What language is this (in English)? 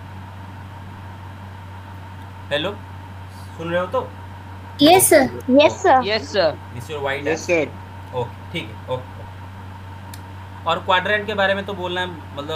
Hindi